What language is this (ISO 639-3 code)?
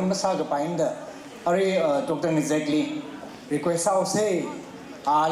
nmf